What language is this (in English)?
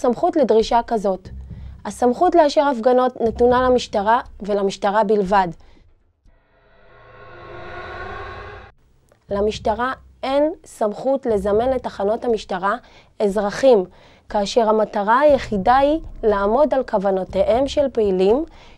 Hebrew